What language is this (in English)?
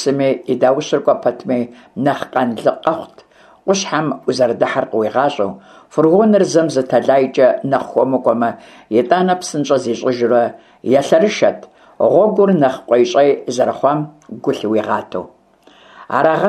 Kabardian